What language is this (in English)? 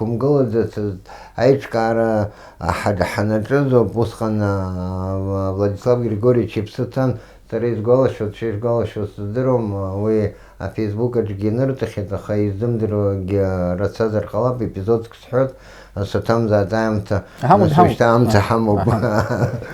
Abkhazian